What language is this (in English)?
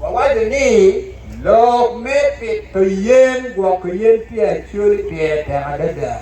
Acoli